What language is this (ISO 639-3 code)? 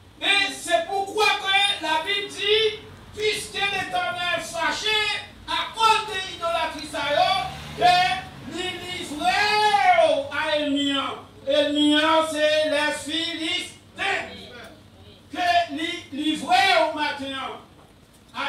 hat